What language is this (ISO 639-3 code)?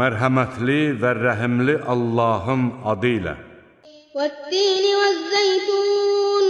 aze